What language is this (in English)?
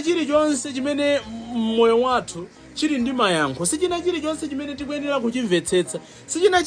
Nyanja